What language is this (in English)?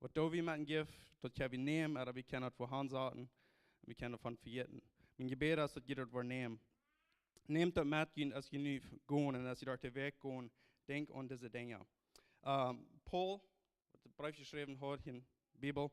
Plautdietsch